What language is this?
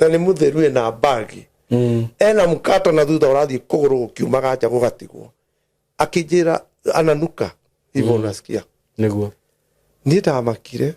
Kikuyu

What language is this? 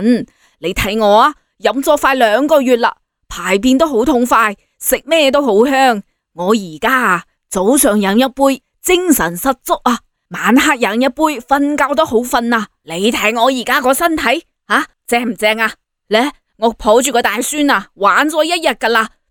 Cantonese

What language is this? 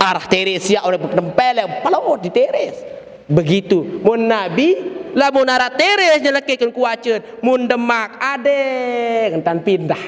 Sasak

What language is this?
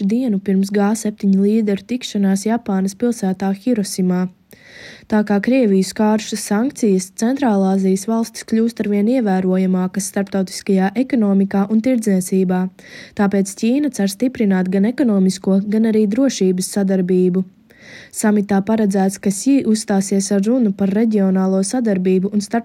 Latvian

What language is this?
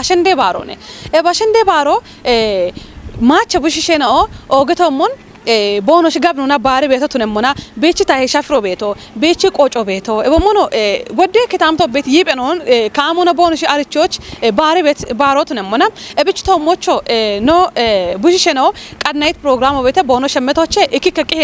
Kafa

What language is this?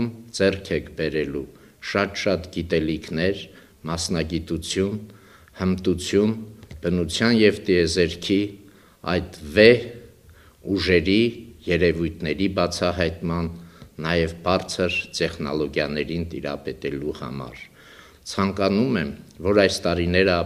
Armenian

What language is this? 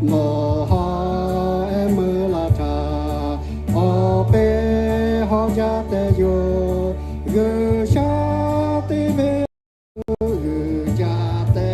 Lahu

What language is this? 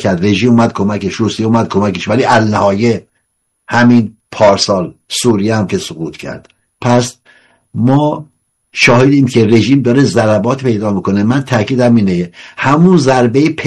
Persian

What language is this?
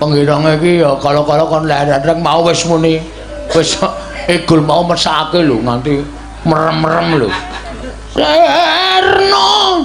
Javanese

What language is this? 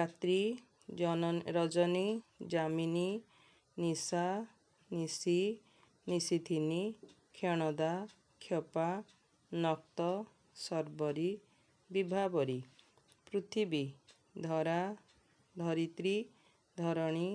Odia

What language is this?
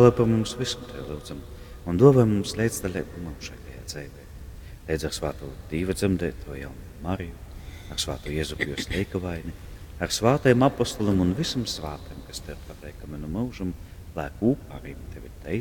Latgalian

